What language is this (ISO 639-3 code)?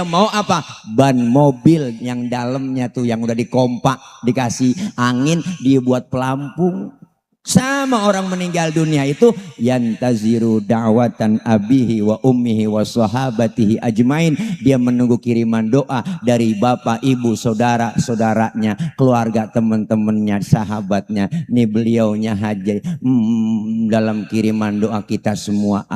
bew